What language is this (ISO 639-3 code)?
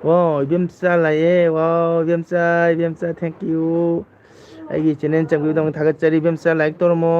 mni